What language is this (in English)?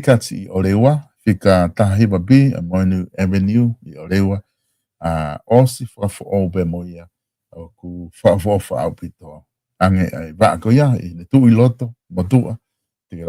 Tongan